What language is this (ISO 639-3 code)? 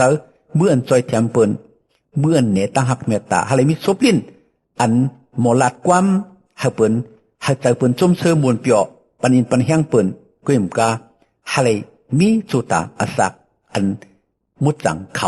shn